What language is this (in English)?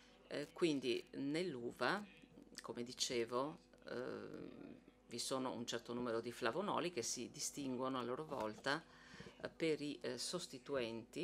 Italian